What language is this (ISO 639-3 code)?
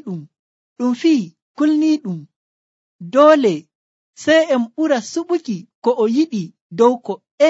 fuv